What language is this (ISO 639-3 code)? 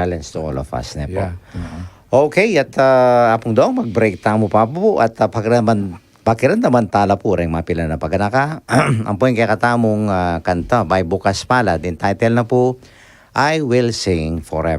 pam